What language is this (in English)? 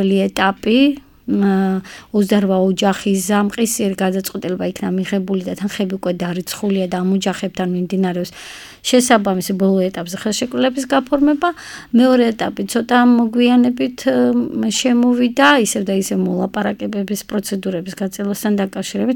Georgian